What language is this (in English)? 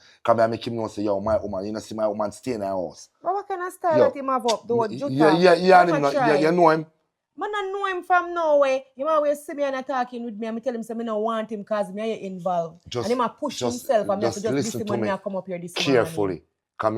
Jamaican Creole English